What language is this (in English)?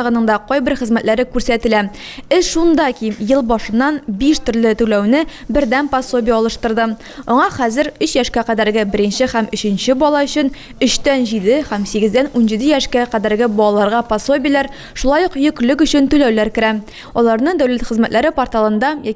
Tatar